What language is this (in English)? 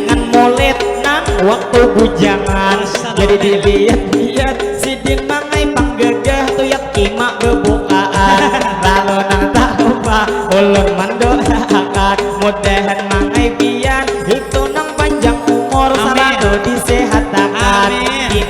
Banjar